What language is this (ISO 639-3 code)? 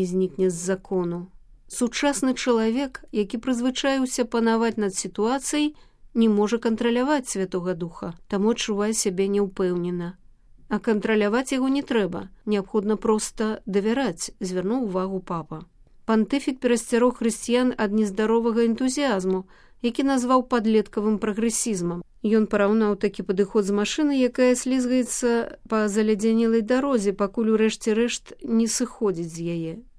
bel